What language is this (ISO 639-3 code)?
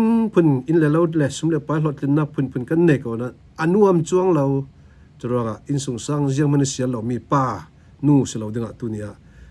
cfm